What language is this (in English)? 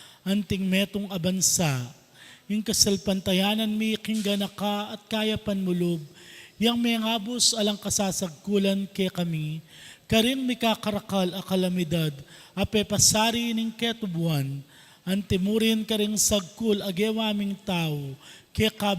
Pampanga